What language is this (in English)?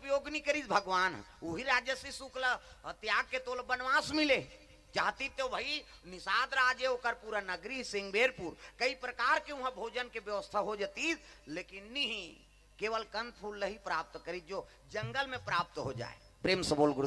Chhattisgarhi